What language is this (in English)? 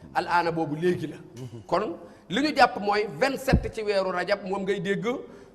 Wolof